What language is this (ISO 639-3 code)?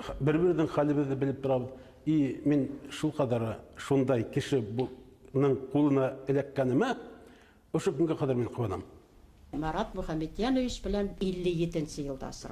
bak